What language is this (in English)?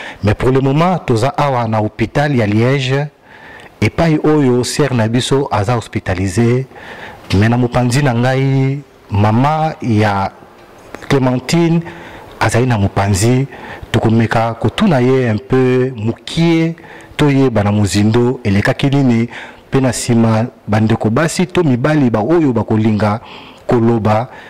Lingala